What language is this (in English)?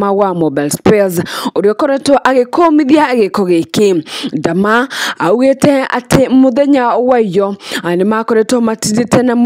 Kikuyu